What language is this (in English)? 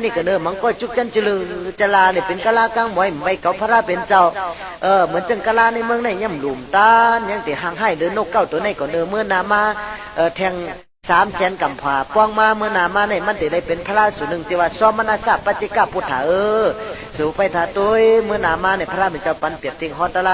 Shan